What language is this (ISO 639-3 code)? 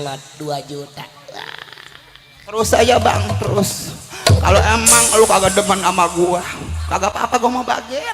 bew